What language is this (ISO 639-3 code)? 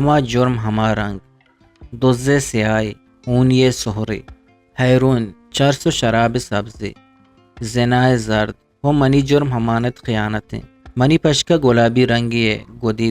bgp